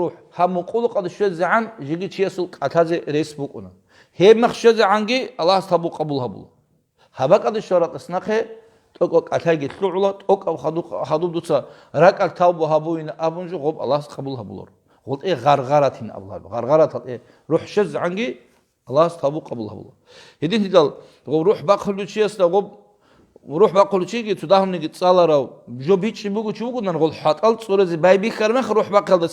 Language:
Avaric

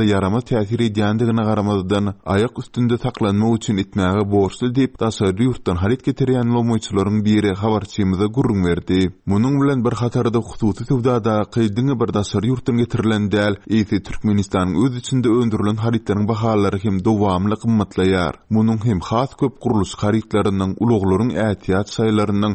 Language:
Turkmen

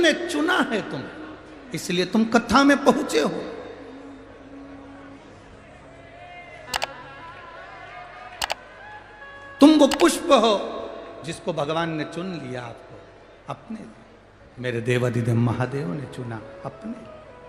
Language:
Hindi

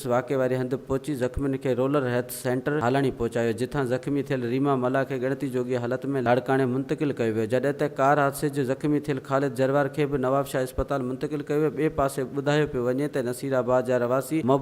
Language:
Sindhi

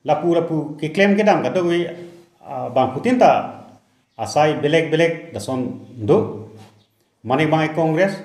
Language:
Karbi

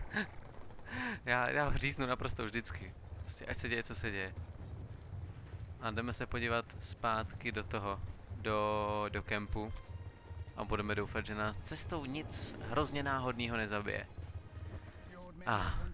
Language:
Czech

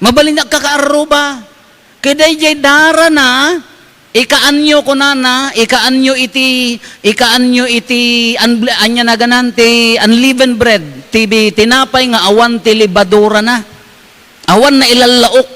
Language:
Iloko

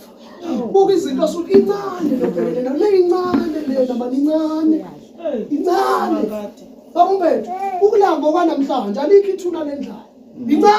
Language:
Zulu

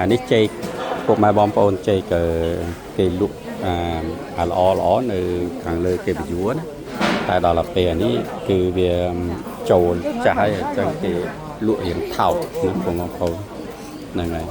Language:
Khmer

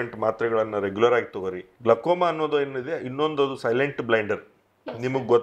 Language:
Kannada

